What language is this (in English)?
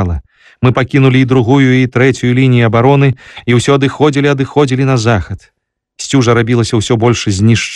Belarusian